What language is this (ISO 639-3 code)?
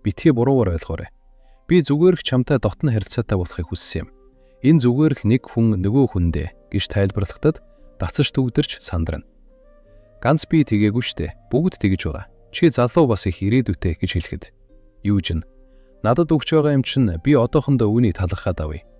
mon